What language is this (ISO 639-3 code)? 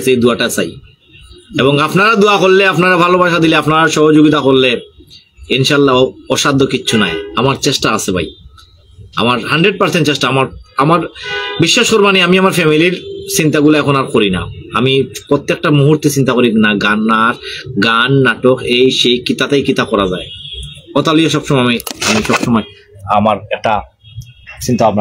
syl